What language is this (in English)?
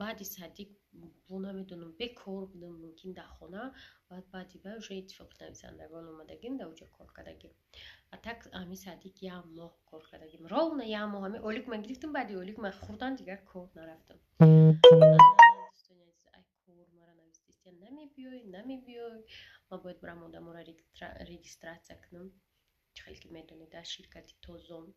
Tajik